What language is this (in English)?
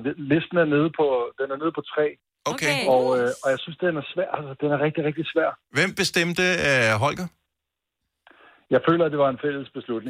Danish